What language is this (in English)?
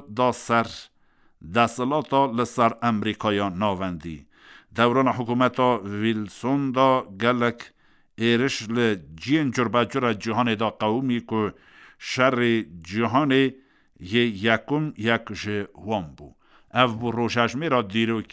Kurdish